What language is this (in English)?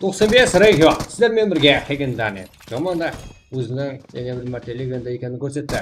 Kara-Kalpak